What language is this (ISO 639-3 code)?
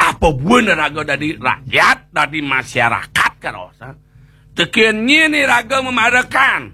ban